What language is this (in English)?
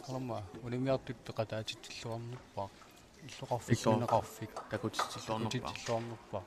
Kalaallisut